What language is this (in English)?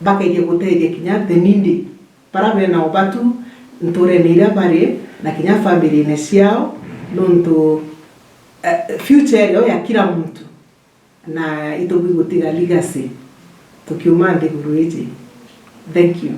Meru